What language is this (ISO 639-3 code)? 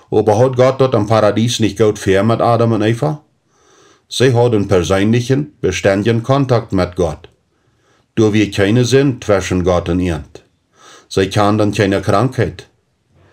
pdt